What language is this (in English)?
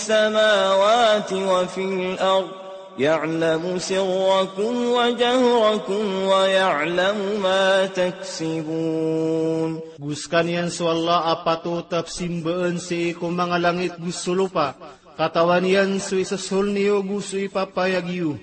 Maranao